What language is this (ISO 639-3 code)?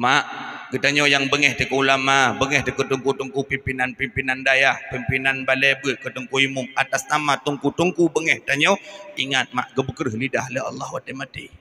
ace